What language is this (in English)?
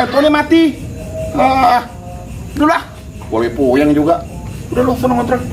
Betawi